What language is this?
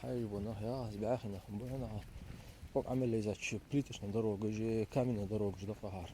Ingush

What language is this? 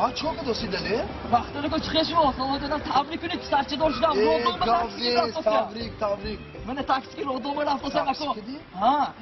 Tajik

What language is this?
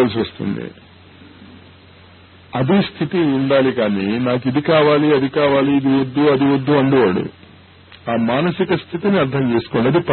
Telugu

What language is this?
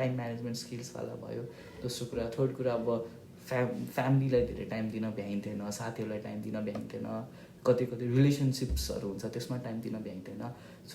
Nepali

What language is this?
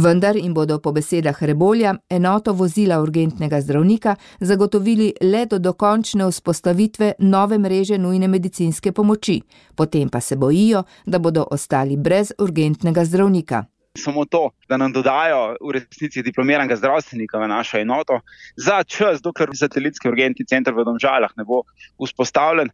Slovenian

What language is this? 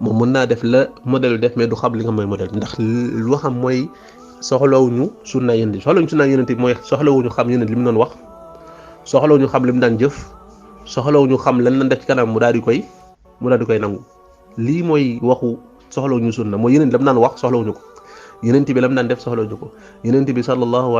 Wolof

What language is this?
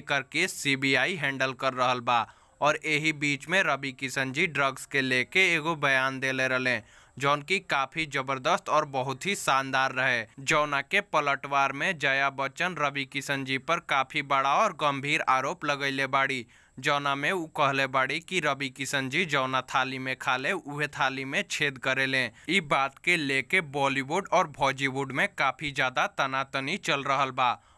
Bhojpuri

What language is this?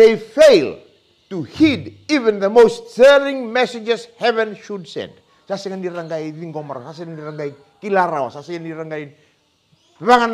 Fijian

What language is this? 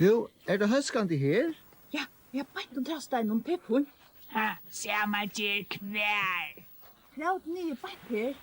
Faroese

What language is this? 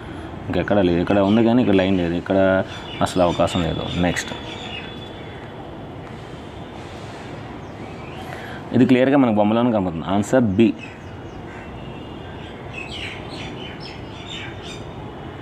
Telugu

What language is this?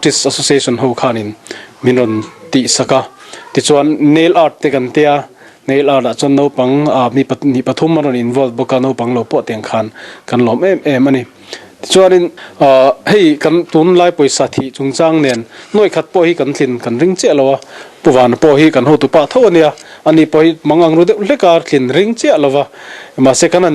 Mizo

